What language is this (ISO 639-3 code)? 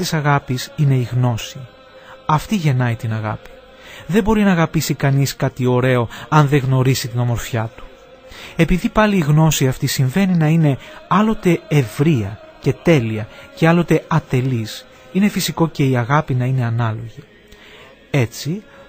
ell